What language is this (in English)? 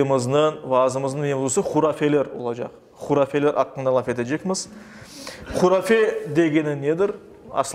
Crimean Tatar